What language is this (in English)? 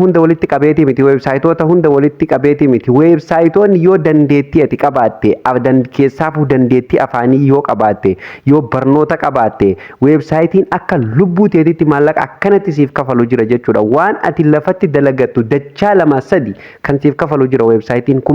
Oromo